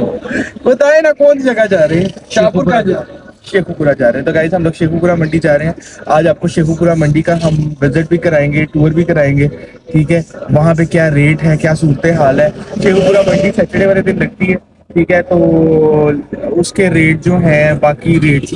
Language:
Hindi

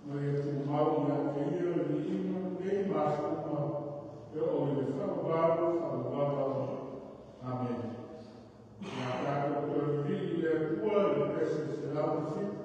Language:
Samoan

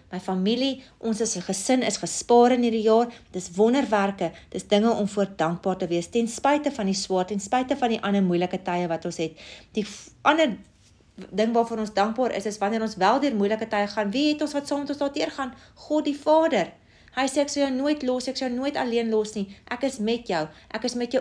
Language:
Afrikaans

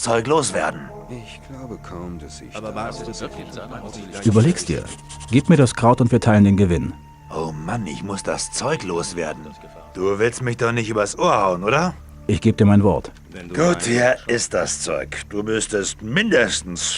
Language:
Bavarian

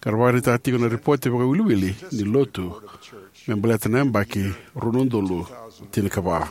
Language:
Fijian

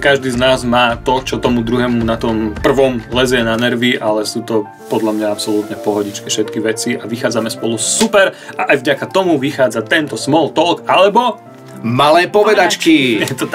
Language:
Slovak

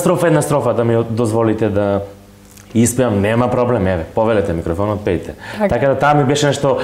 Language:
Macedonian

